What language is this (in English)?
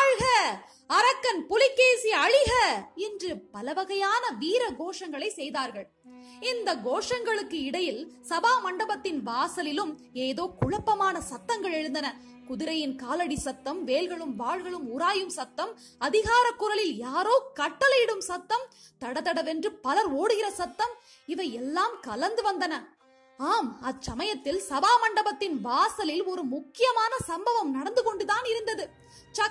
Tamil